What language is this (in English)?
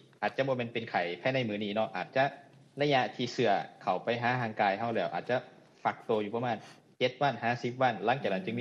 Lao